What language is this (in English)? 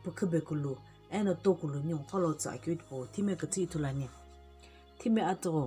Sumi Naga